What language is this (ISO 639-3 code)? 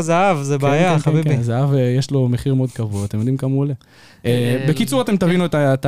heb